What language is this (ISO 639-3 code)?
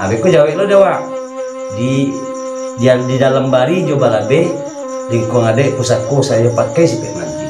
min